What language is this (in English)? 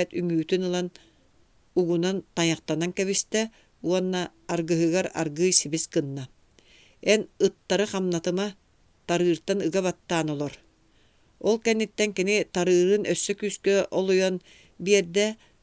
Yakut